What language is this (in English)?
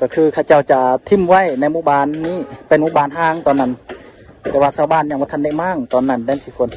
Lao